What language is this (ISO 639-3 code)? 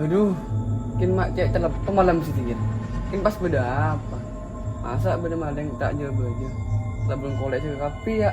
mad